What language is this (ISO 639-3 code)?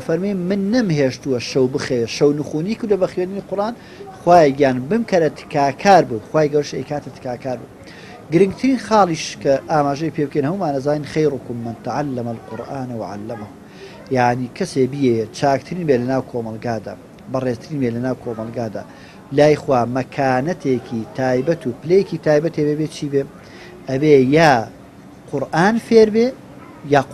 ckb